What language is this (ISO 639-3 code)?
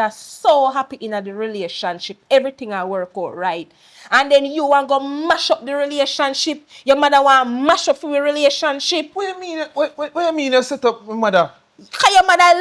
jam